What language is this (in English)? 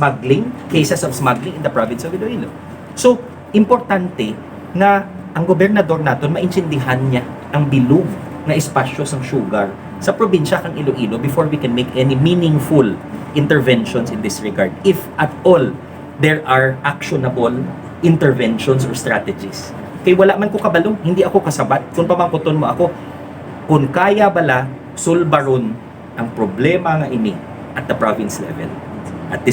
Hiligaynon